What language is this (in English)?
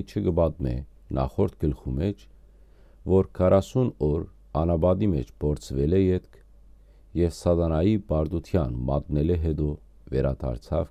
Western Armenian